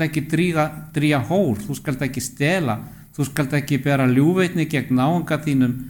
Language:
Icelandic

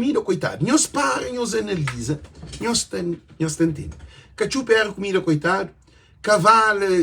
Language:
Kabuverdianu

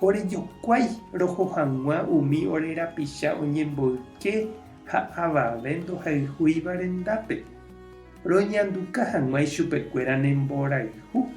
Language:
Guarani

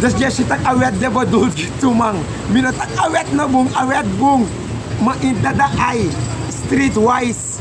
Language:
Sranan Tongo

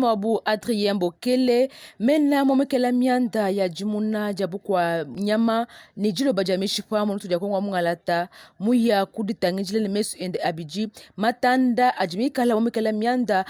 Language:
Luba-Lulua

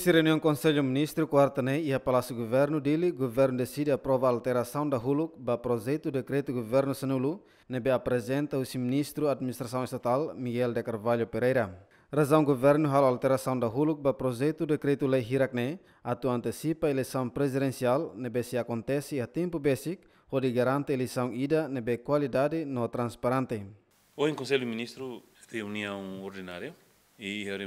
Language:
Tetum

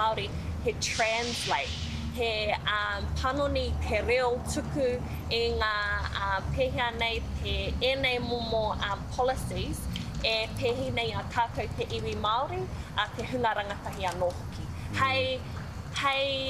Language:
Māori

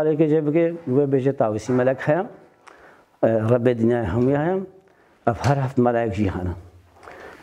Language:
Kurdish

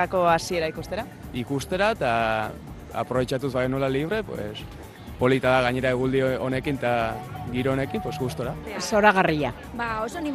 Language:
Basque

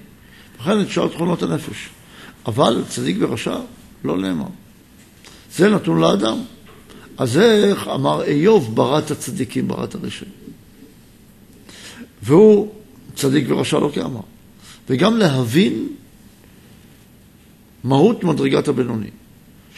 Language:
Hebrew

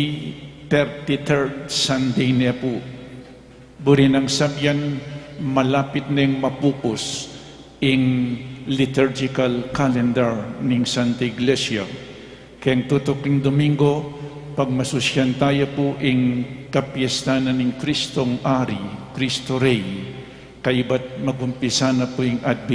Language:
Pampanga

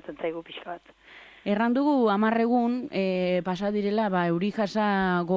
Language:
Basque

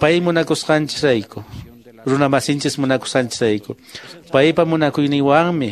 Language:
Quechua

